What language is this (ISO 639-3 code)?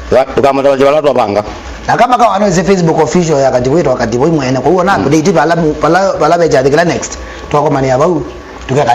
kam